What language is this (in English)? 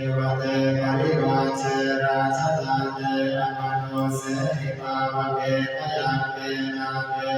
Pali